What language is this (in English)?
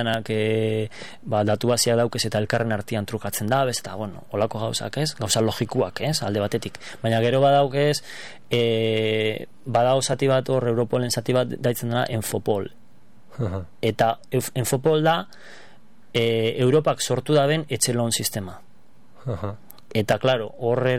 Basque